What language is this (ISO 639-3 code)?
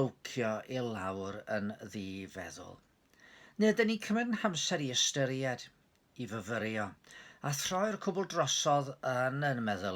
cym